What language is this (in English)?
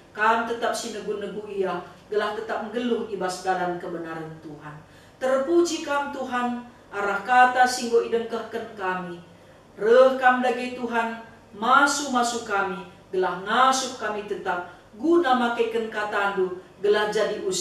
Batak Karo